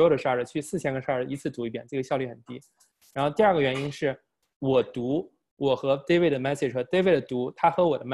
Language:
Chinese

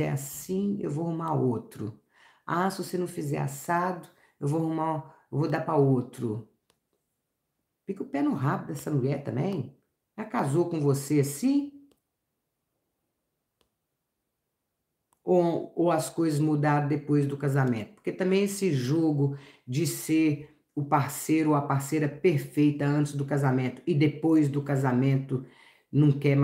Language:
Portuguese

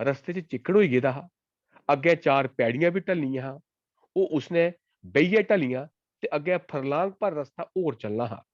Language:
Dogri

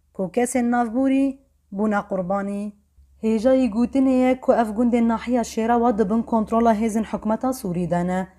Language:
Kurdish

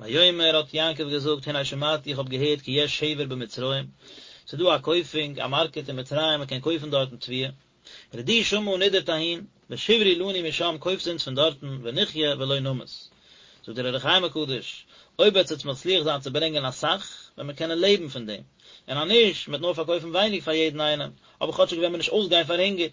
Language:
Yiddish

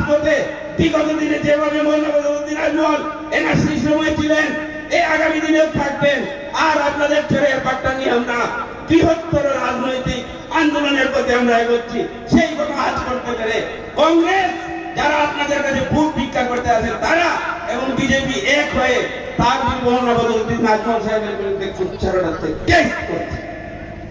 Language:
Bangla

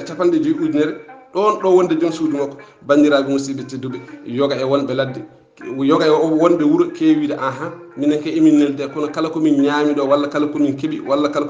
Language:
Fula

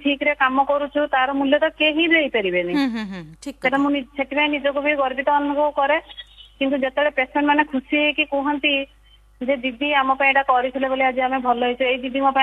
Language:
Odia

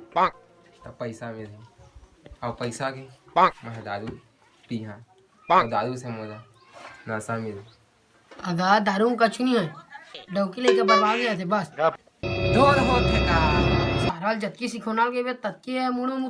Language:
Chhattisgarhi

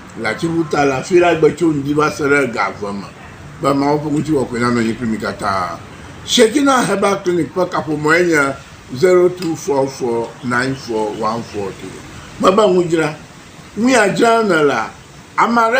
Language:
Ewe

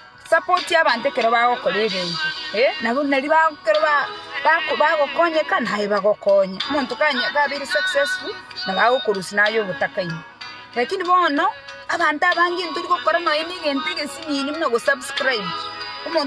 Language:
Gusii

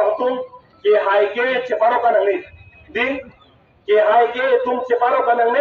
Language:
Karbi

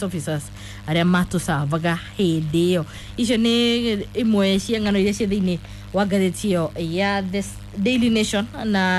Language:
Kikuyu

